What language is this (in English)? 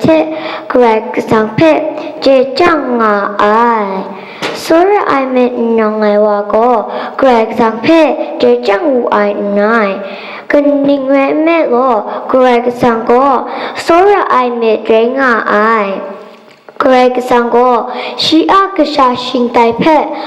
Kachin